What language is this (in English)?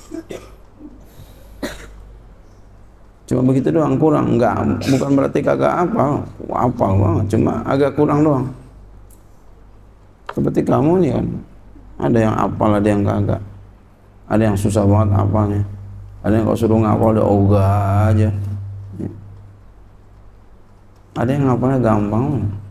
Indonesian